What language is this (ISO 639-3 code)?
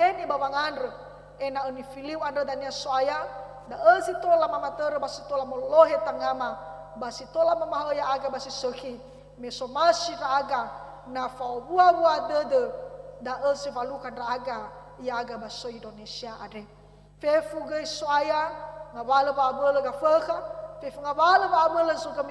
nia